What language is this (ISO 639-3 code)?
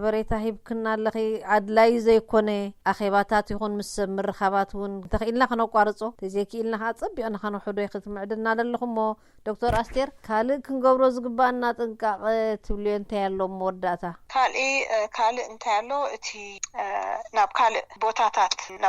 tir